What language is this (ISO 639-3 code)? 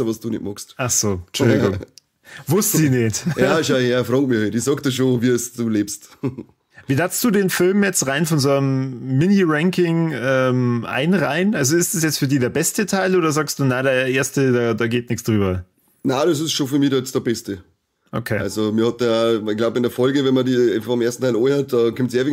bar